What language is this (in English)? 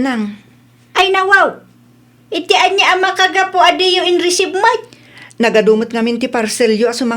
Iloko